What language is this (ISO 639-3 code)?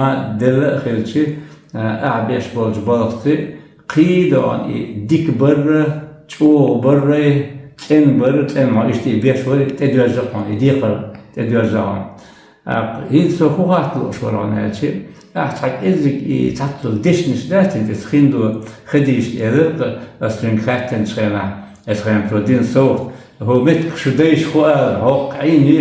che